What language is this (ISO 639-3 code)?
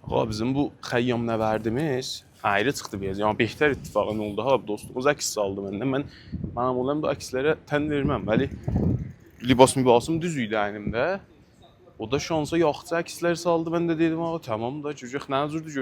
azb